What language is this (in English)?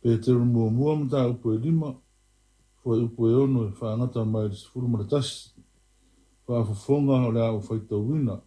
Samoan